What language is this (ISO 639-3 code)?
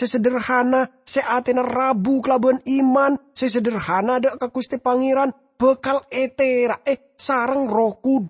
mad